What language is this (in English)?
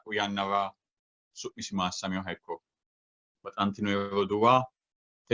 Sidamo